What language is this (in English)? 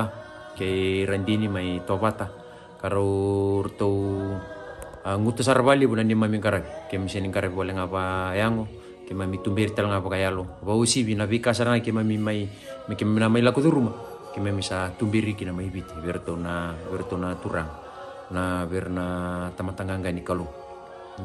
Fijian